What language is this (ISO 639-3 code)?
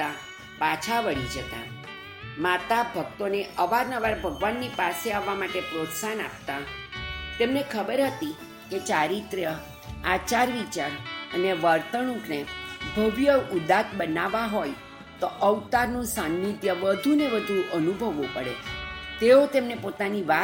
guj